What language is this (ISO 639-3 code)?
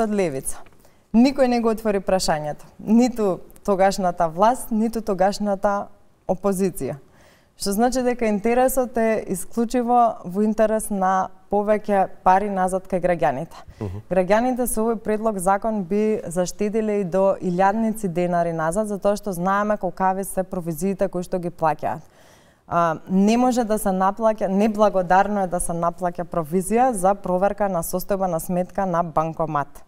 mkd